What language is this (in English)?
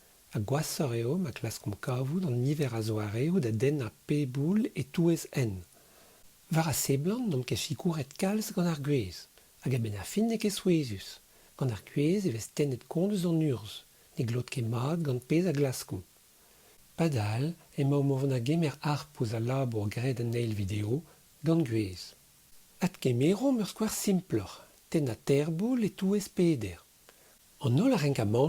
Breton